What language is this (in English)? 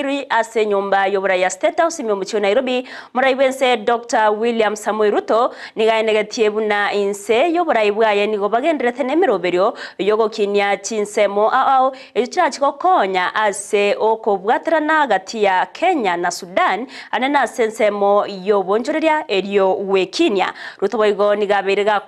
Gusii